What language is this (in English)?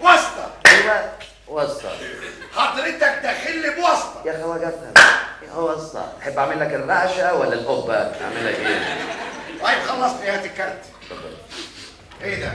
Egyptian Arabic